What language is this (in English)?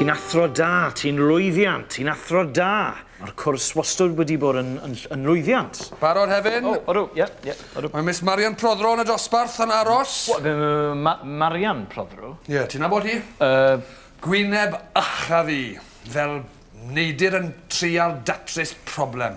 Welsh